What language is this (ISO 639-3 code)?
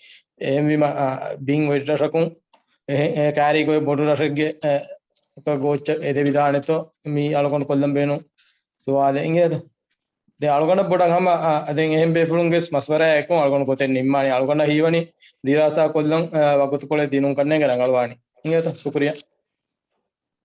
div